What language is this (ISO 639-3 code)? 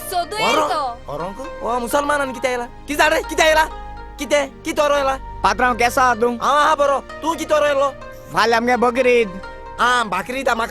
kok